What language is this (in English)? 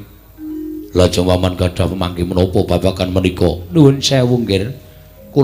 Javanese